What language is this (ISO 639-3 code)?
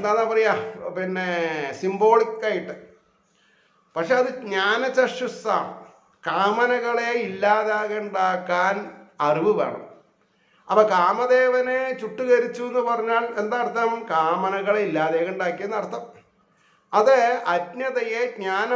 mal